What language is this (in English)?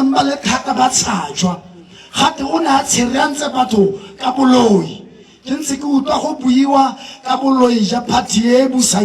Tswana